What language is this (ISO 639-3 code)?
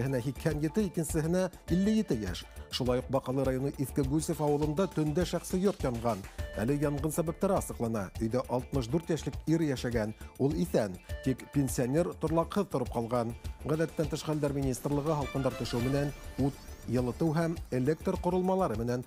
bak